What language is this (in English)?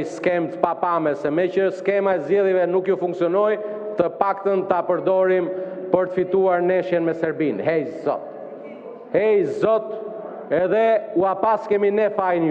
Albanian